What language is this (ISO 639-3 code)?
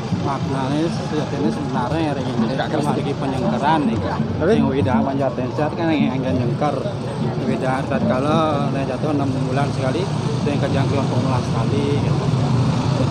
ban